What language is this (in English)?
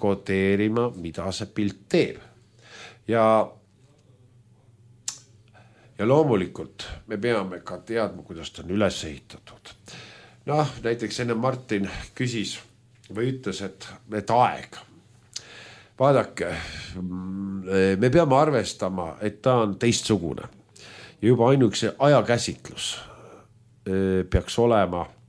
Estonian